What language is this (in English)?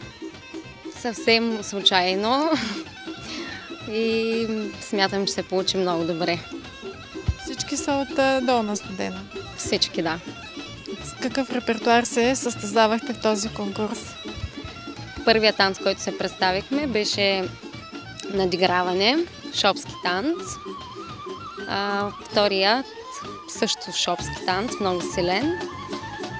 Bulgarian